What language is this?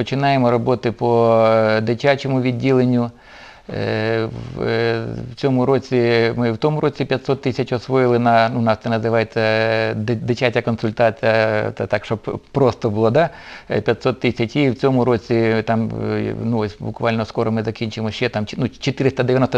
Ukrainian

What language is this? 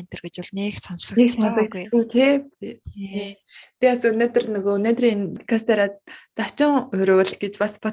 Mongolian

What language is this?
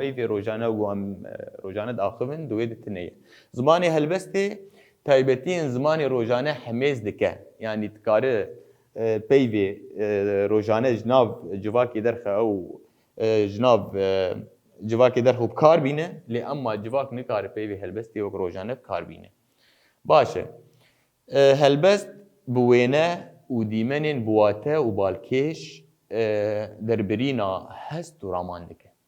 Kurdish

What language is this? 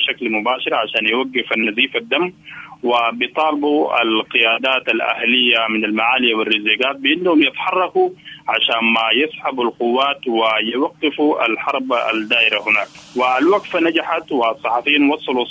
Sudanese Arabic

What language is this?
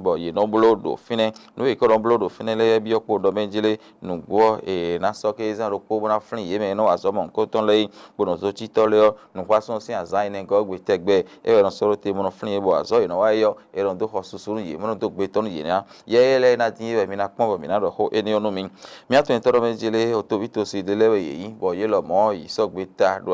Fon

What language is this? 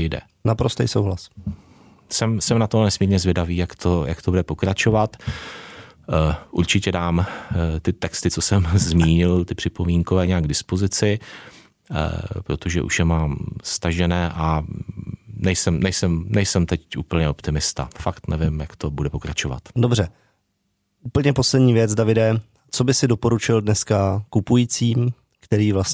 Czech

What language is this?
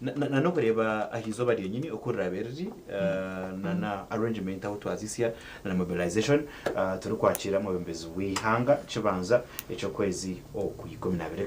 Nyankole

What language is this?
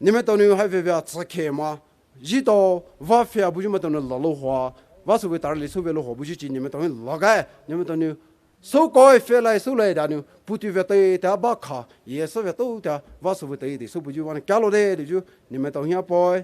Poumei Naga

